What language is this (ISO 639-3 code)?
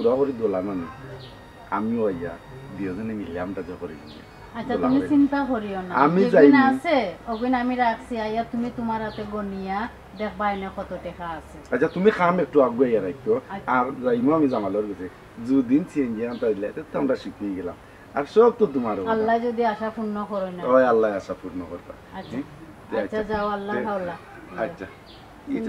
syl